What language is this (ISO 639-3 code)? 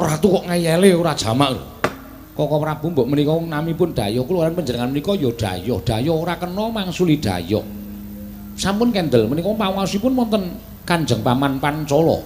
jav